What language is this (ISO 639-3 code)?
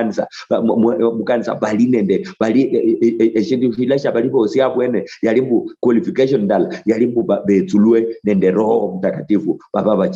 luy